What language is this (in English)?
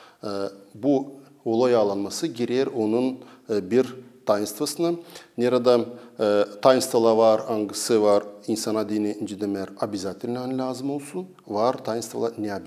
Gagauz